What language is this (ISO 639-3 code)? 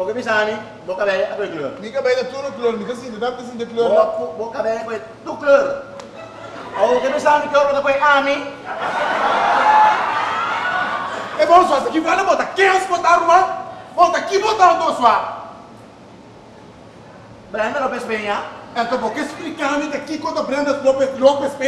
pap